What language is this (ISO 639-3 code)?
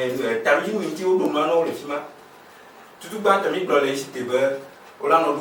ewe